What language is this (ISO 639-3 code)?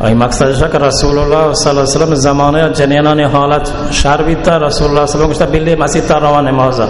bal